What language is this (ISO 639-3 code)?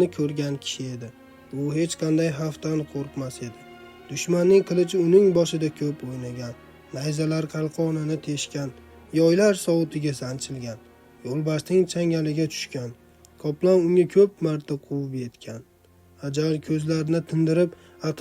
uzb